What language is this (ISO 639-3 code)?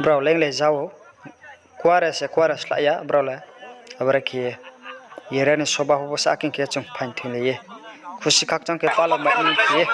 ria